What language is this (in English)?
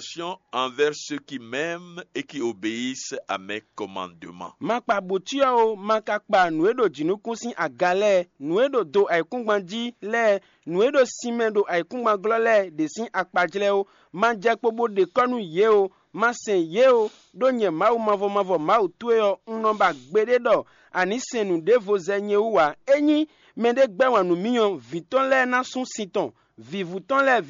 Fon